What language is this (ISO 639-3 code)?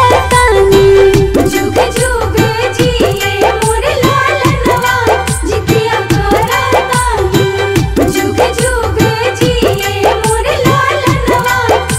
bho